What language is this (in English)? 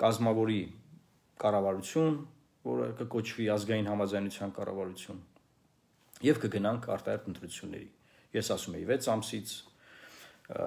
Armenian